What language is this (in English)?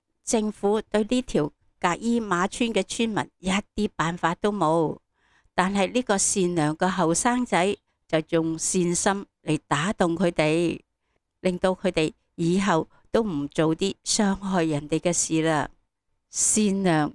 Cantonese